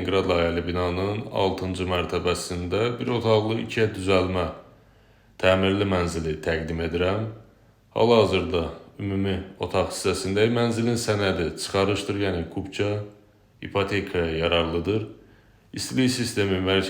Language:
Azerbaijani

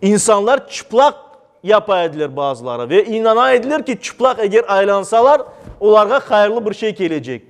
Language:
Crimean Tatar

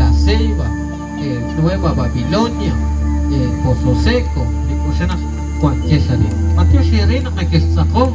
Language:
Kekchí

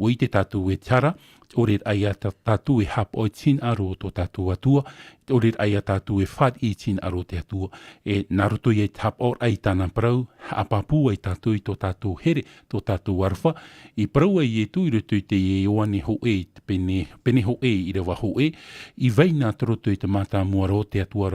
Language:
Tahitian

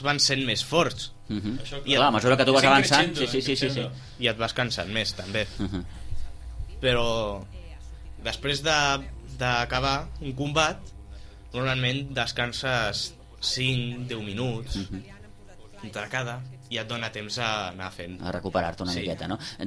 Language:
Catalan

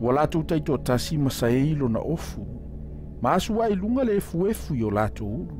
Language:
Samoan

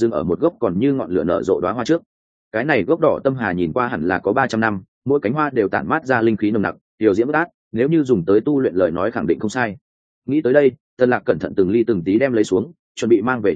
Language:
Vietnamese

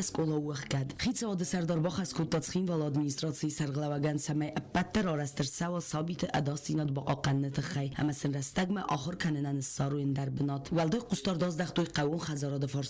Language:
Ossetic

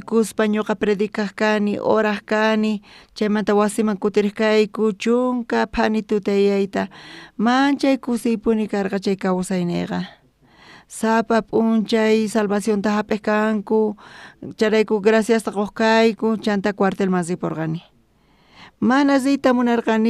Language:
South Bolivian Quechua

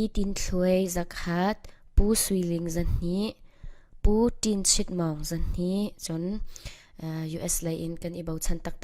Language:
Falam Chin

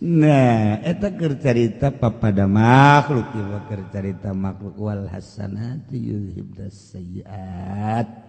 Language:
Sundanese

